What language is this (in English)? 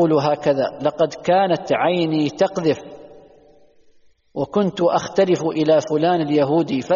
Arabic